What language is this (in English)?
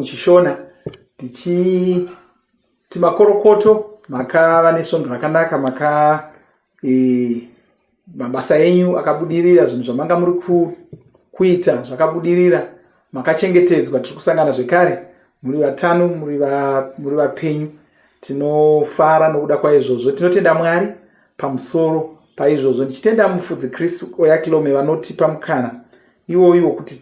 Shona